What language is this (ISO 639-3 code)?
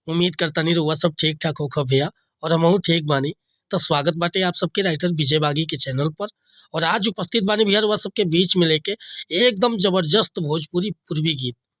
bho